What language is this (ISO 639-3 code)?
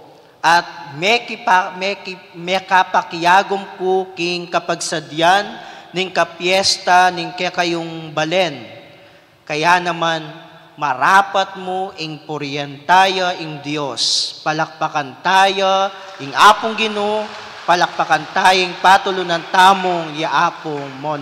pam